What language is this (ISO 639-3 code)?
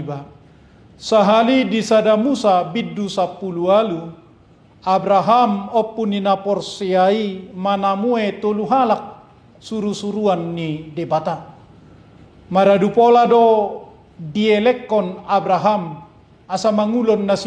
bbc